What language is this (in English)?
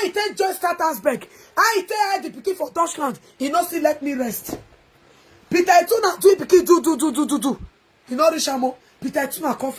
Nigerian Pidgin